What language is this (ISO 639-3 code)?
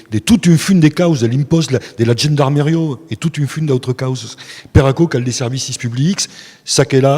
oci